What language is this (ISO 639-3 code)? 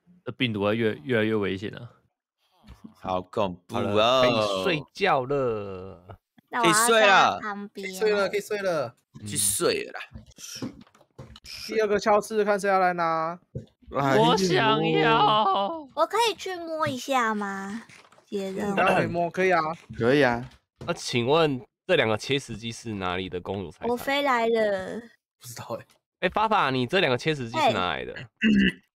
zho